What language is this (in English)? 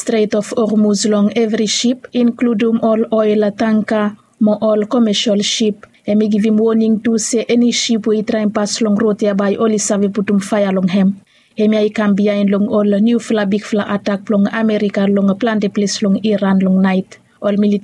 Bislama